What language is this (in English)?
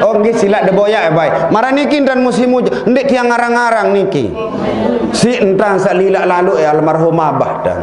Sasak